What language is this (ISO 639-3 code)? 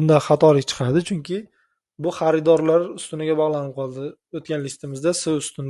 uzb